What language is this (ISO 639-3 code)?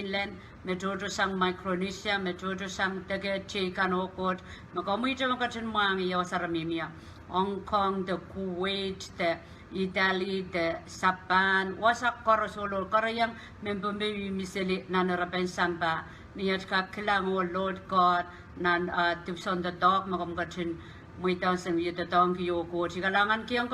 pon